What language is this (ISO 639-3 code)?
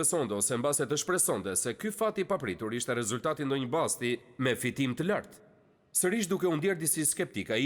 sqi